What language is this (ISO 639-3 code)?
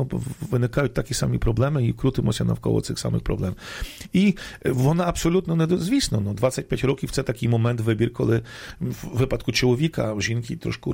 ukr